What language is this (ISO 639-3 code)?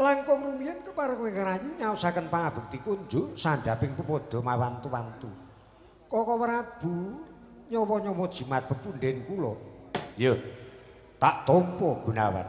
jav